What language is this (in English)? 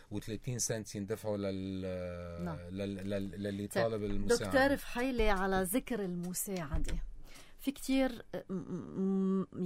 North Levantine Arabic